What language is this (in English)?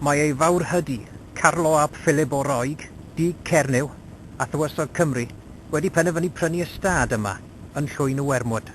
Welsh